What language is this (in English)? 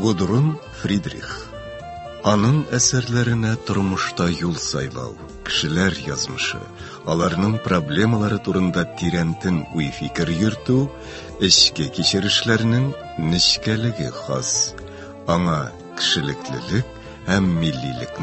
Tatar